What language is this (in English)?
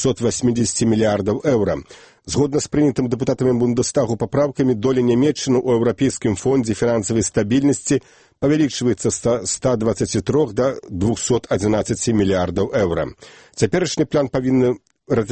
Belarusian